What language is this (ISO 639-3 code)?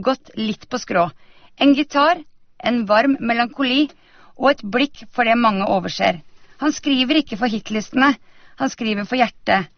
nor